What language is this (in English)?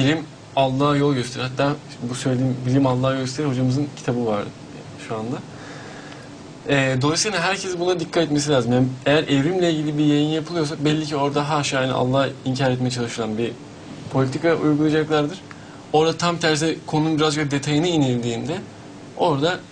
Turkish